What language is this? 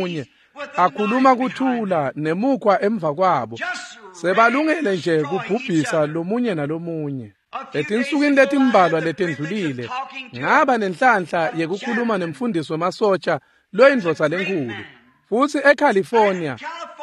Swati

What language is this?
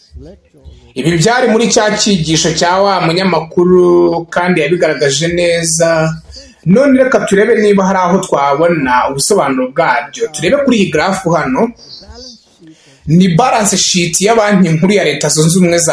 Kinyarwanda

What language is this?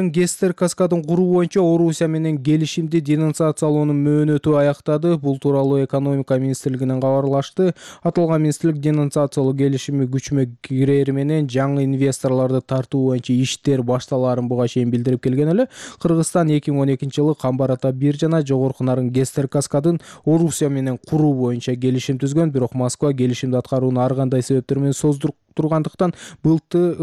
Kyrgyz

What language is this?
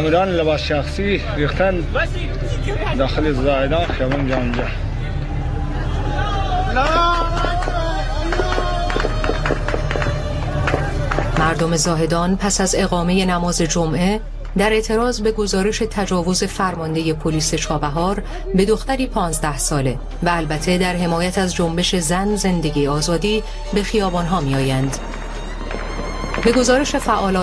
Persian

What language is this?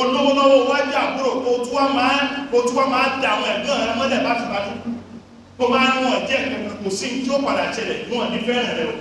Yoruba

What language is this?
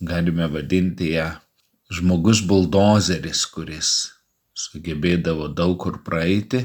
Lithuanian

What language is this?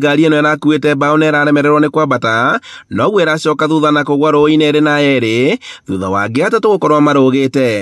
Kikuyu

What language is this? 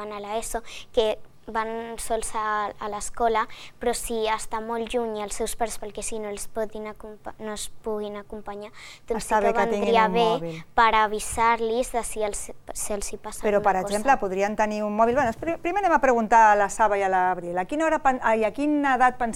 Catalan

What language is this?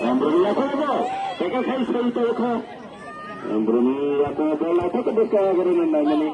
Kok Borok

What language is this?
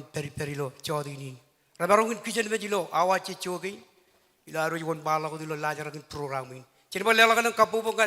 Marshallese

